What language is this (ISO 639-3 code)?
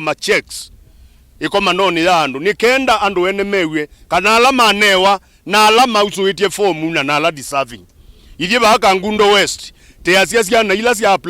kam